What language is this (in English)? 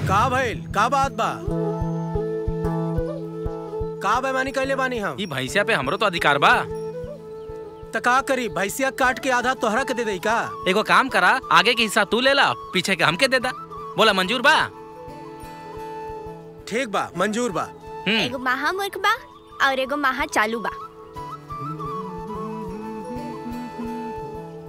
Bhojpuri